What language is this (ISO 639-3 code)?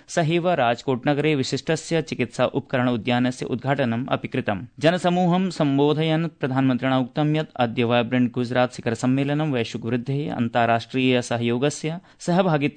san